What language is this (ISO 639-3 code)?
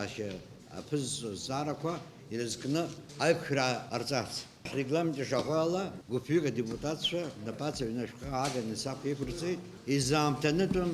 abk